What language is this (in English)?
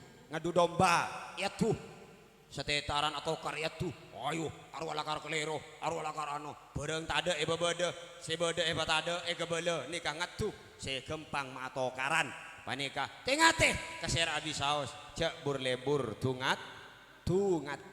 Madurese